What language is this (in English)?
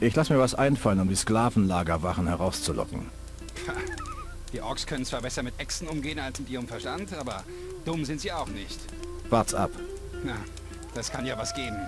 Bavarian